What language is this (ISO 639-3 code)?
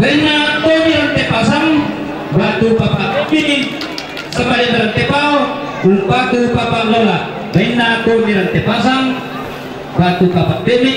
sda